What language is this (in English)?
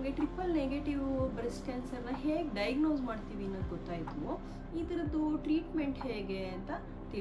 Kannada